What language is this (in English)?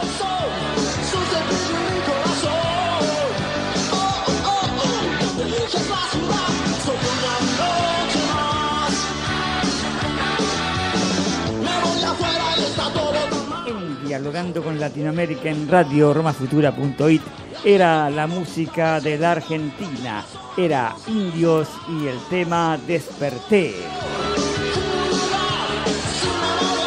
Spanish